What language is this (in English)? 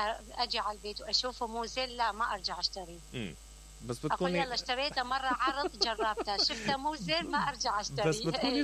Mesopotamian Arabic